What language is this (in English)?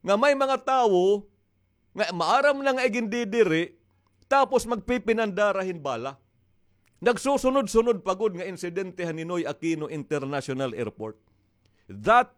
Waray